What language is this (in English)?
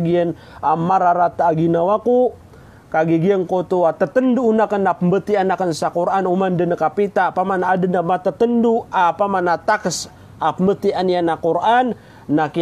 Maranao